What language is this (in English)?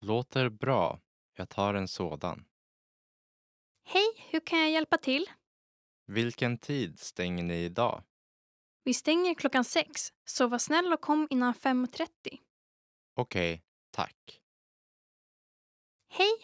Swedish